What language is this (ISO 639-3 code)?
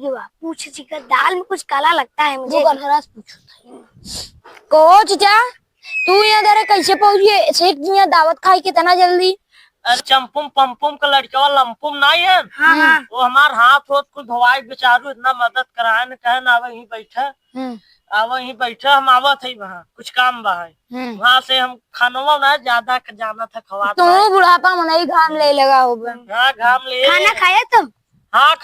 awa